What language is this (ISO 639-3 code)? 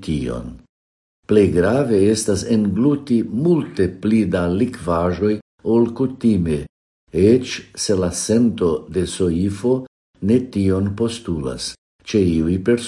epo